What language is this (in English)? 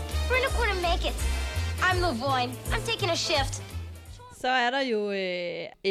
Danish